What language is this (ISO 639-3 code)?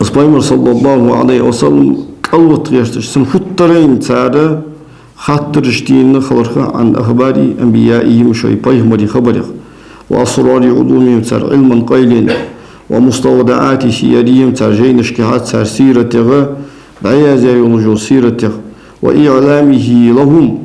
inh